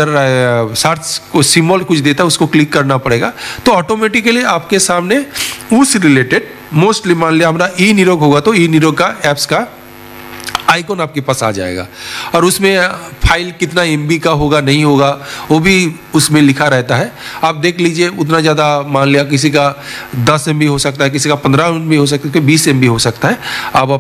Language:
Hindi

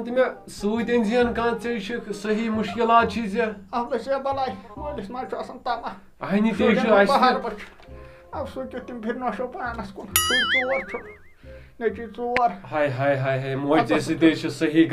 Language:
Kashmiri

